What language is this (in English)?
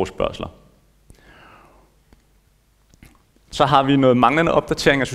Danish